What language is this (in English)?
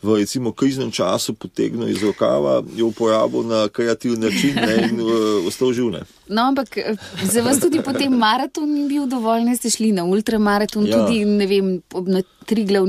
Slovenian